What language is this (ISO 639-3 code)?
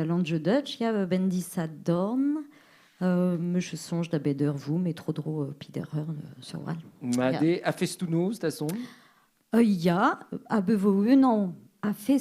bre